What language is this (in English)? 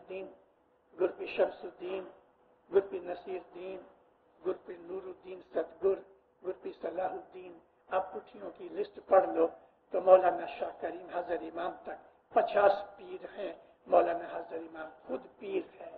Urdu